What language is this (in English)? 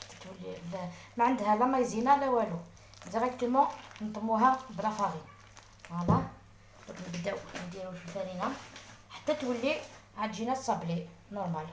Algerian Arabic